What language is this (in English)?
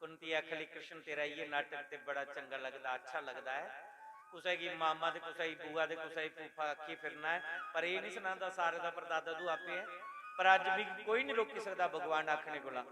Dogri